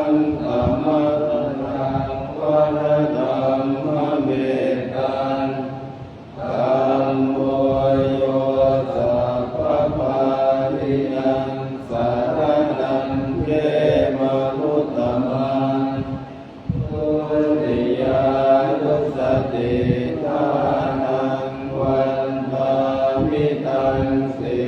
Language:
Pali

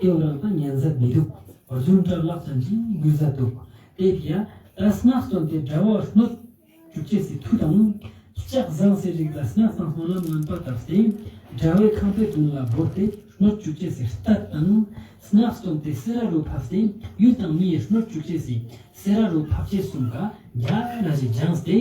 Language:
Ladakhi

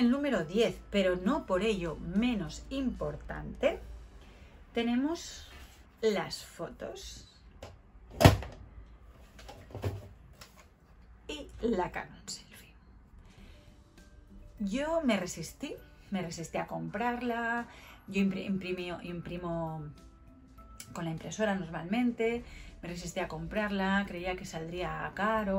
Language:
Spanish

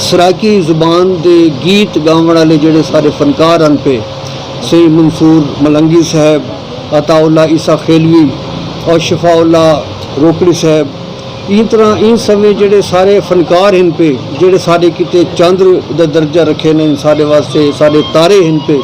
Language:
Saraiki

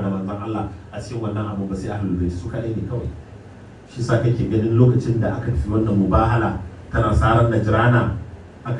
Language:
Hausa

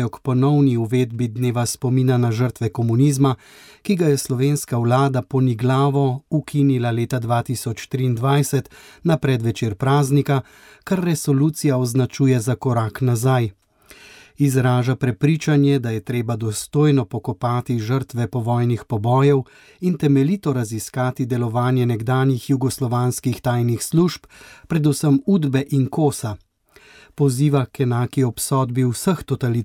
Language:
Slovenian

